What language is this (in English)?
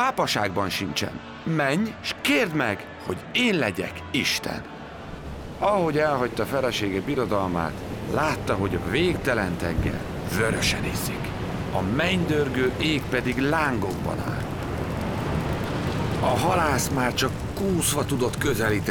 Hungarian